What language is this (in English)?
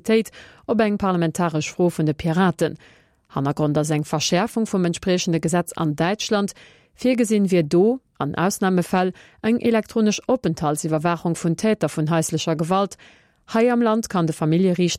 Luxembourgish